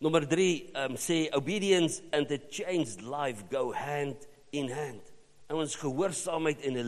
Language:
Afrikaans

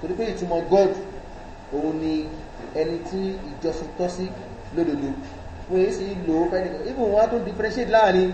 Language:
Yoruba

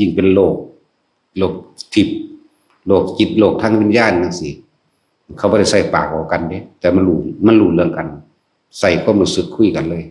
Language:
Northeastern Thai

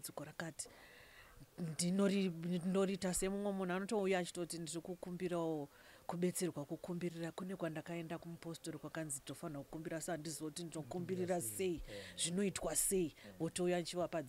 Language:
Shona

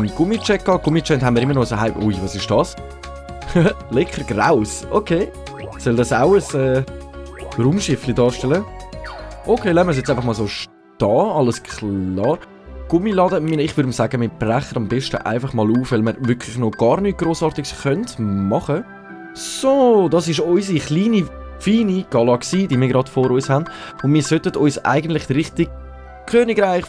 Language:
Swiss German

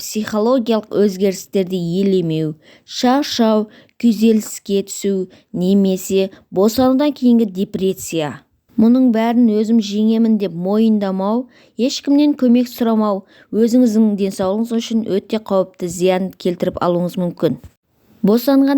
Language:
Kazakh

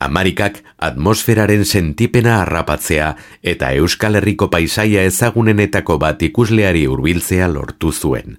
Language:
Basque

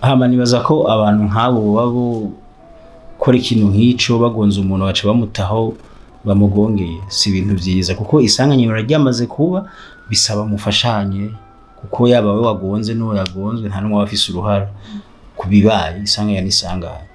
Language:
Rundi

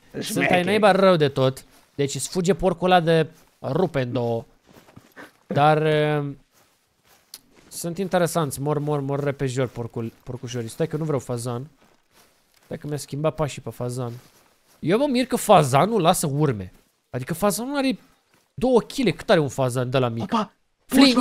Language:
Romanian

